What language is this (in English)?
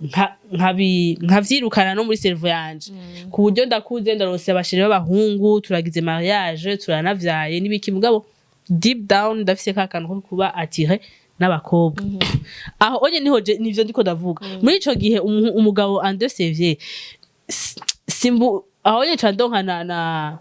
Rundi